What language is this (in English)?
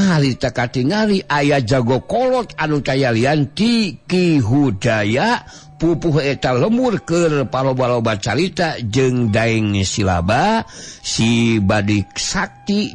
Sundanese